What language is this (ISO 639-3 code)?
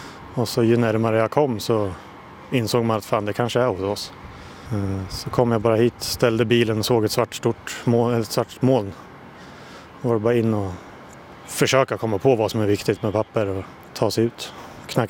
swe